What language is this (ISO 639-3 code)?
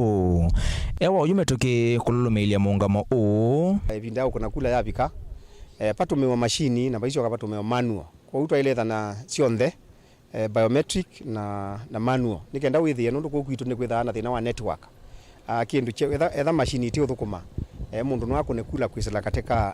kam